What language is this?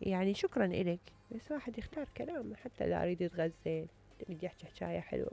Mesopotamian Arabic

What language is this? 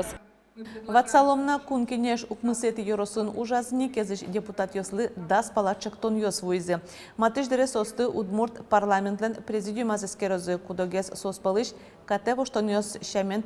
Udmurt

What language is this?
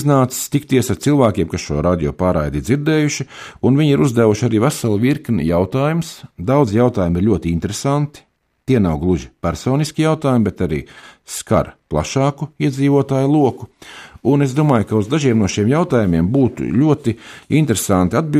Latvian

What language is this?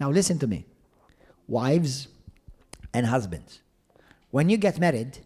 English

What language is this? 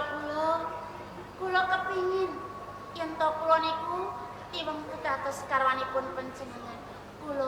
Javanese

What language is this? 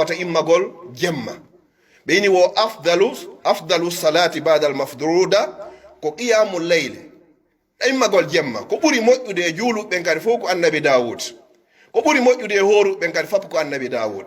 Pular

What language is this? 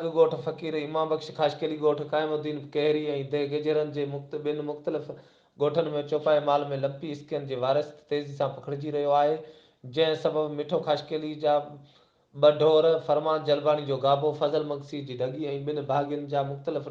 Sindhi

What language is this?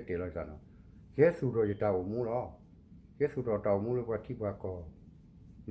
S'gaw Karen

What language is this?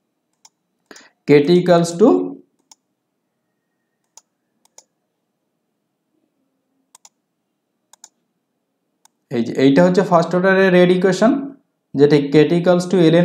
Bangla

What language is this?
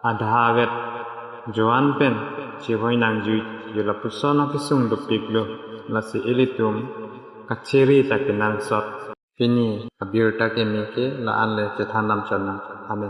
Karbi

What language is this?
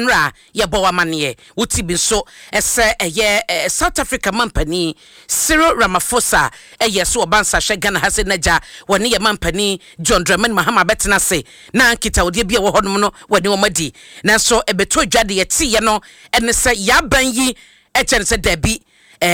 Akan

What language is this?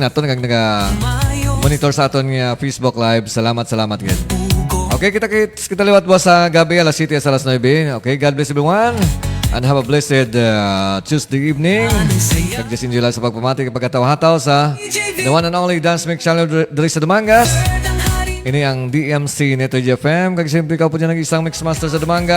Hiligaynon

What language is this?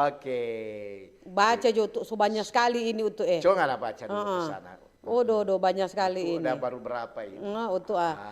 Manado Malay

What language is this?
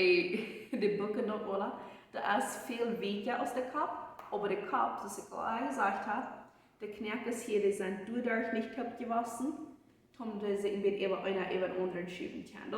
Plautdietsch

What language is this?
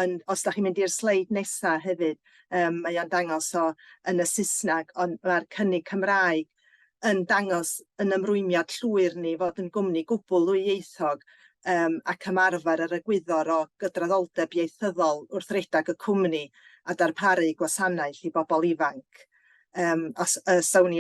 Welsh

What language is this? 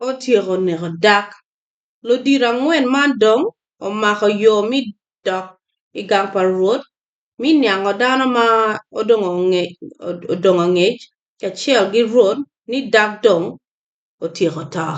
Acoli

